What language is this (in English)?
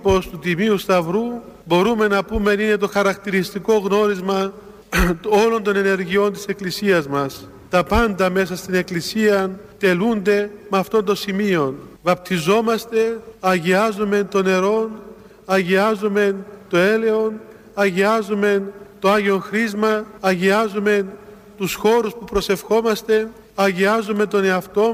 Greek